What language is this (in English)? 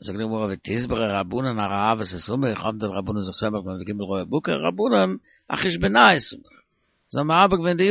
Yiddish